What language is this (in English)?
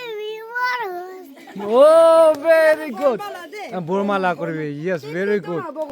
Naga Pidgin